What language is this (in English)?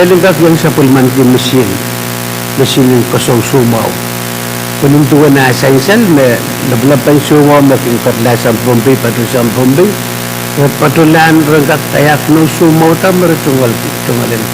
Pohnpeian